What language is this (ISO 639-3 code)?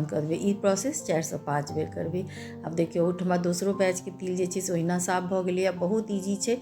mai